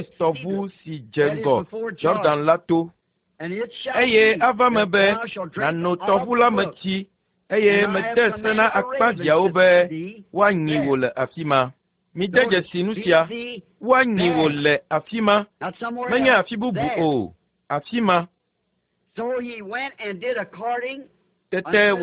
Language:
Ewe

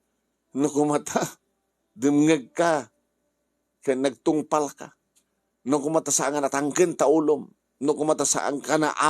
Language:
Iloko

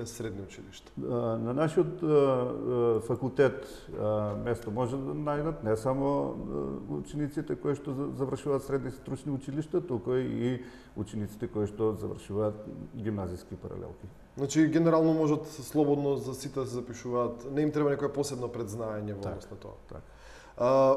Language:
Macedonian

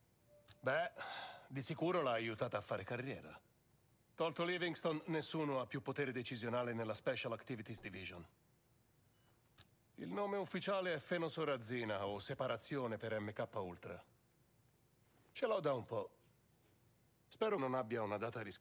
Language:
Italian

